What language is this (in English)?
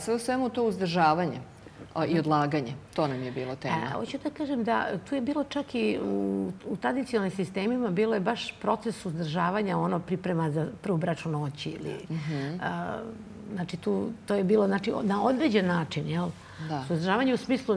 Serbian